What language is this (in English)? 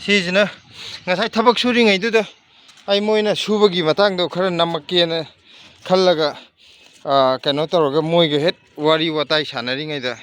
Manipuri